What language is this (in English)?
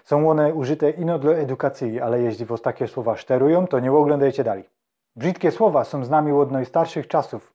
Silesian